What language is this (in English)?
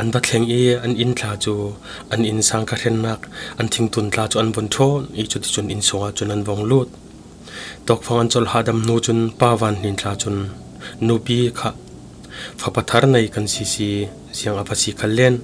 Falam Chin